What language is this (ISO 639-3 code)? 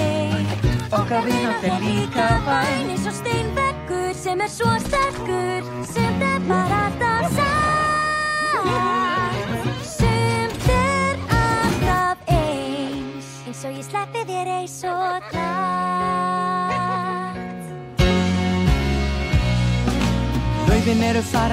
isl